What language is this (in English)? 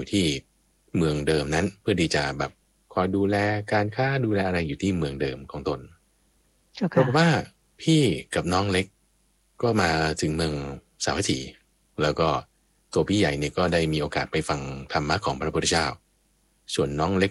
Thai